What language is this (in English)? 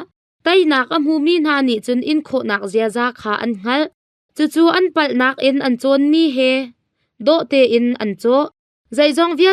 Hakha Chin